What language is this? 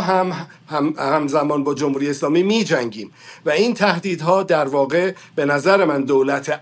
Persian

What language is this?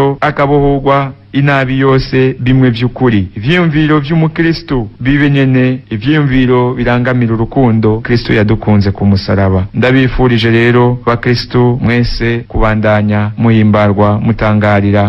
Rundi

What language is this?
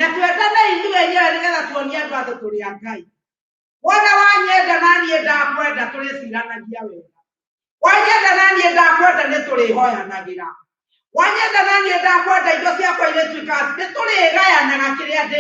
Kikuyu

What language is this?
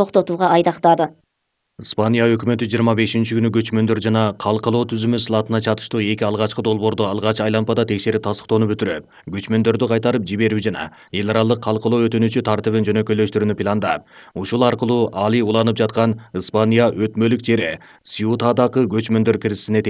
Kyrgyz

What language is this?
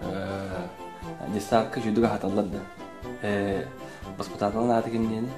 Yakut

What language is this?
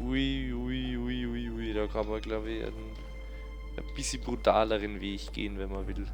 Bavarian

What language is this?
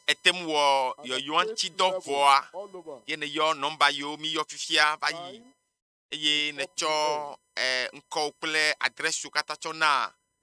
Ewe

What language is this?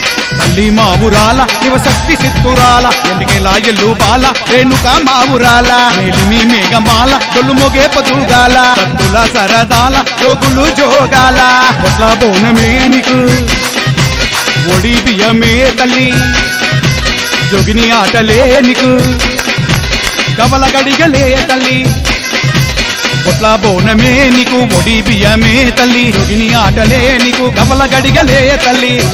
Telugu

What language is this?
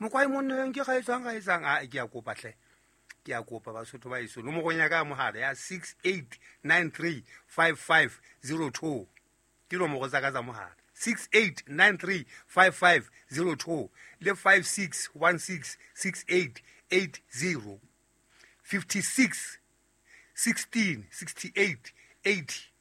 Southern Sotho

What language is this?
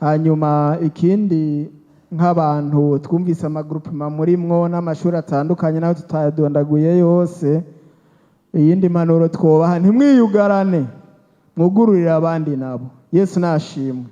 Rundi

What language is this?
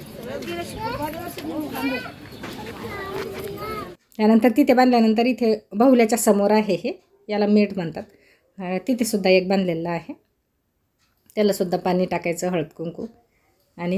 Marathi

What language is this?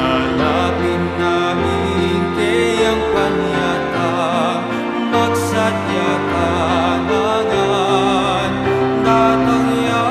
Pampanga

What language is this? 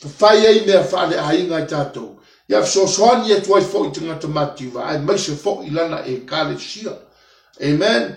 Samoan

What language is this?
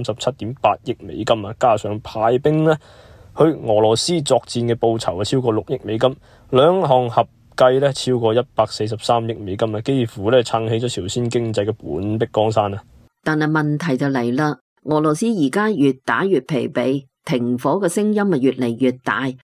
Cantonese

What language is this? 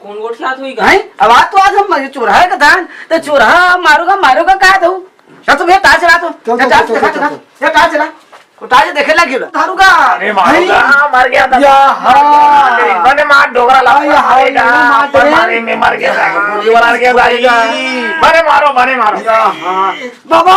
Chhattisgarhi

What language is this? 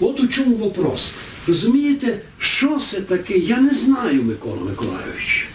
Rusyn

